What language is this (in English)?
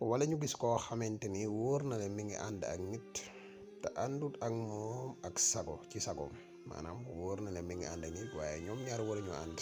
Wolof